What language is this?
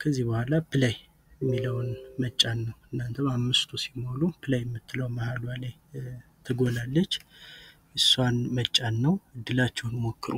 Amharic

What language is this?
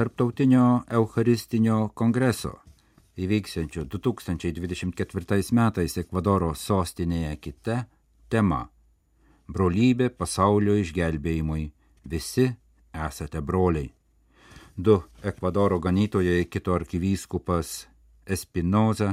Lithuanian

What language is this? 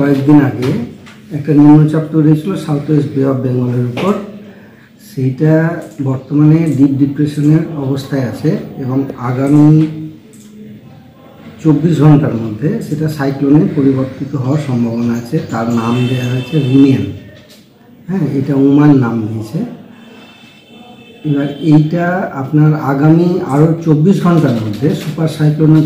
Bangla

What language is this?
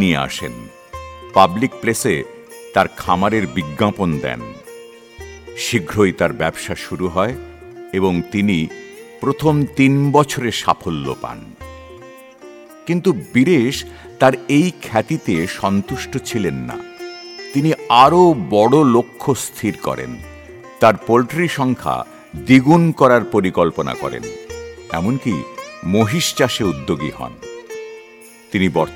Bangla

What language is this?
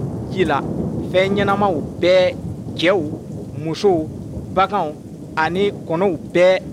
Bambara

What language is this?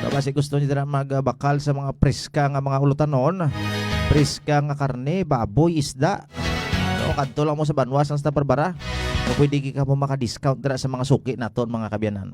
Hiligaynon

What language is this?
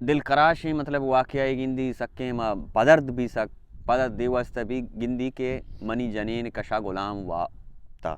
Baluchi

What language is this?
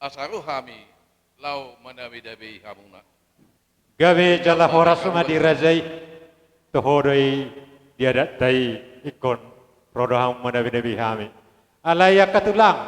Batak Toba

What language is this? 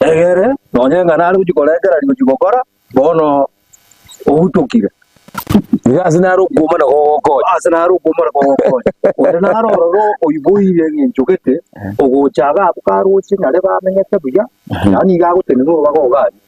Gusii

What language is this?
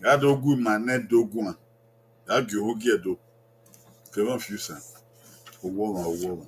Bini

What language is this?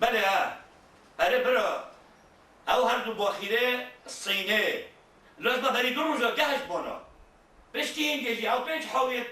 Kurdish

